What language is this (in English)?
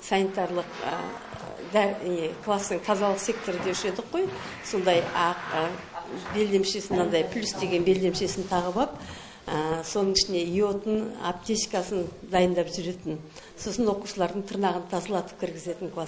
Kazakh